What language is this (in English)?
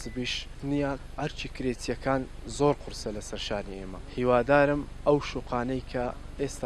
Central Kurdish